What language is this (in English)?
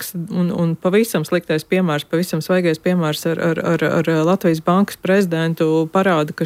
Latvian